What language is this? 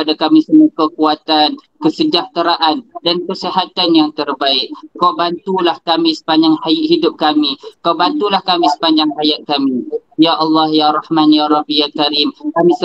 Malay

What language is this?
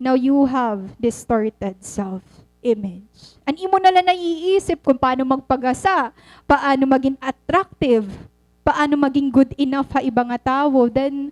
Waray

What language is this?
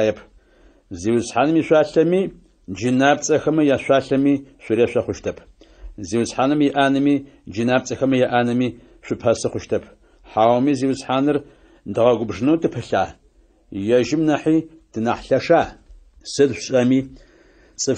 Adyghe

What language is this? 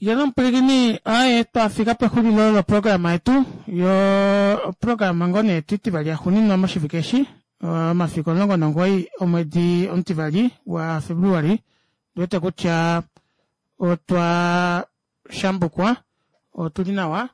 Kuanyama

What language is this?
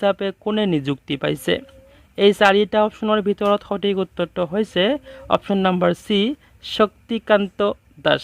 Assamese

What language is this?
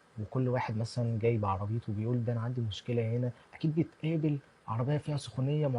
Egyptian Arabic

